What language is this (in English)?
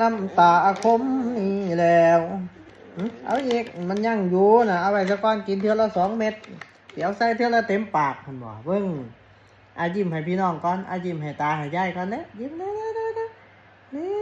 Northeastern Thai